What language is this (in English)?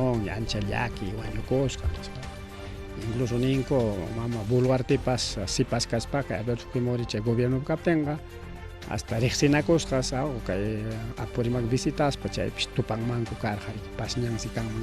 Ayacucho Quechua